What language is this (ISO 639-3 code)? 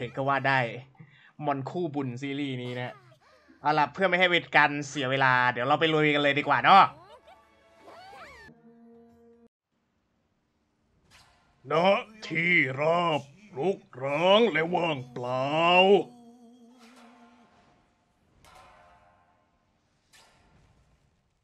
tha